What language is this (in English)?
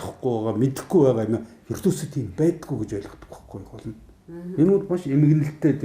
Mongolian